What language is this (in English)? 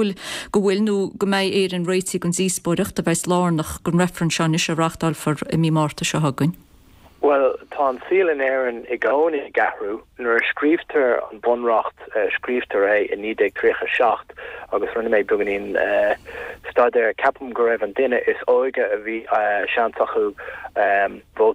Irish